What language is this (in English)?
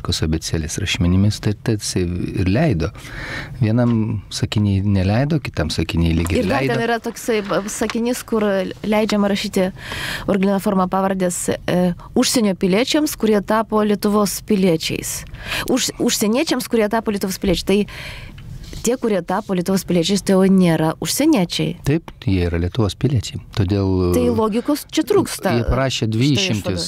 Lithuanian